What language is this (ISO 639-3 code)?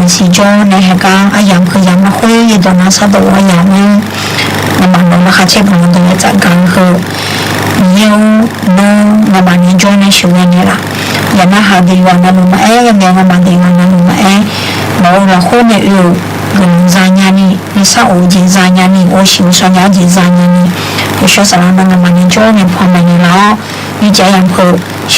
ahk